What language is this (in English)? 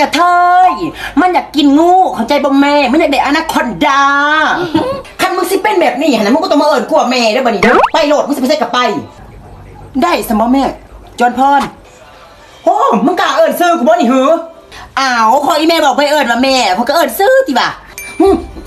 Lao